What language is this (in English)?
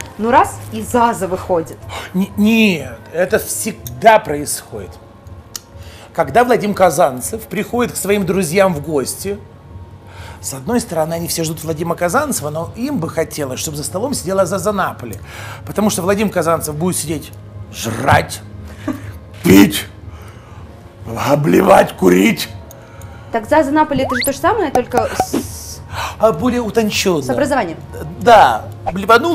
Russian